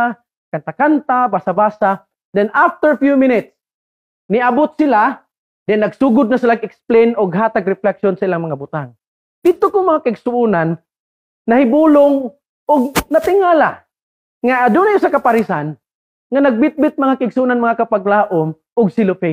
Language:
Cebuano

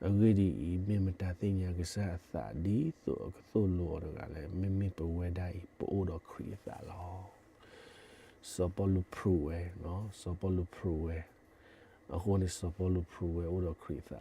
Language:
S'gaw Karen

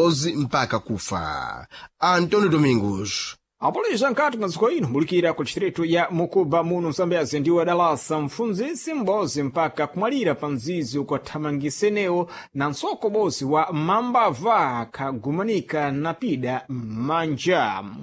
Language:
Sena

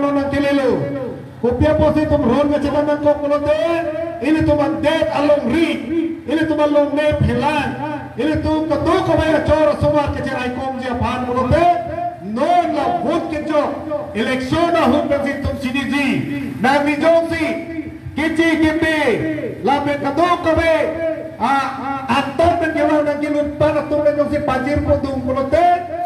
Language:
Karbi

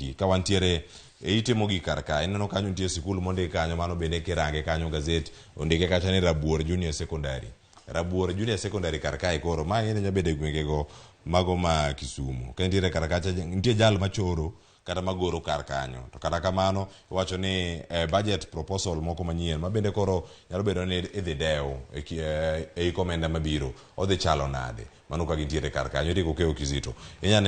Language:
Luo (Kenya and Tanzania)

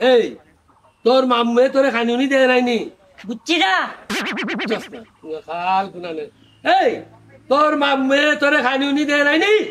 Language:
Sylheti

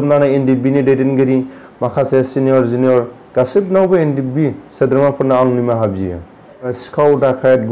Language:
Bodo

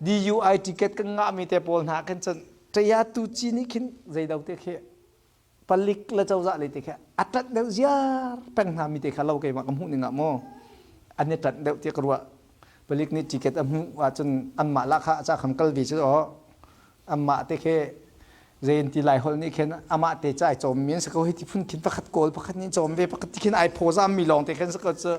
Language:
Hakha Chin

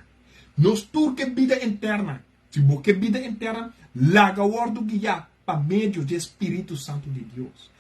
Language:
Papiamento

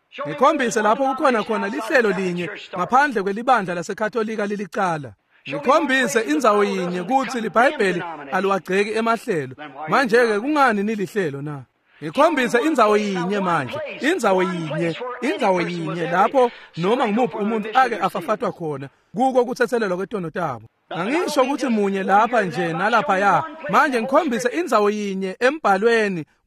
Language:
Swati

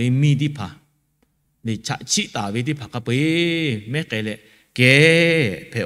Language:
Lahu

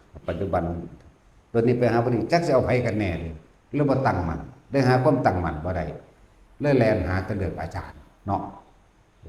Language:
Northeastern Thai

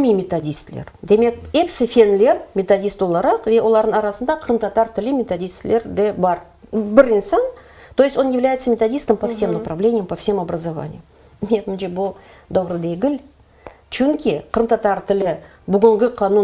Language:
Crimean Tatar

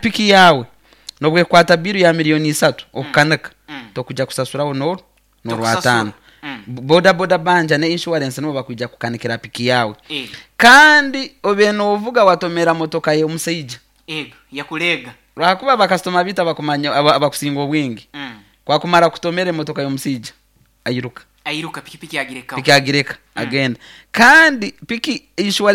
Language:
Nyoro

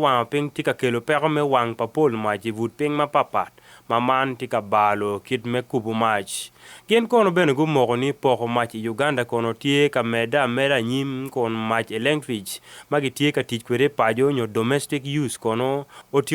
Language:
Acoli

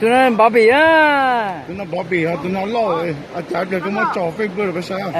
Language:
Hmong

